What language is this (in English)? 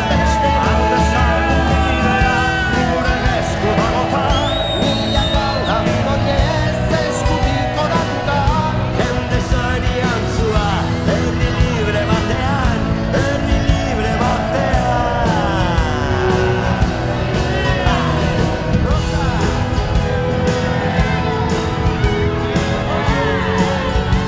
Basque